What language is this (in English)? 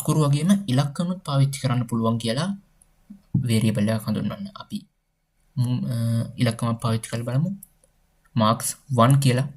Sinhala